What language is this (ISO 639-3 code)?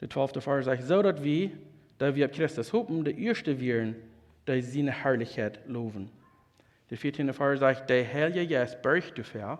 pdt